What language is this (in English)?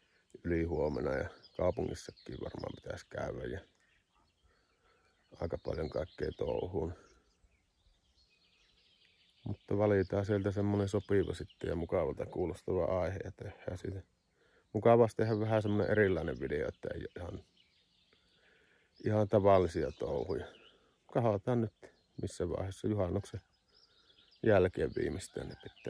Finnish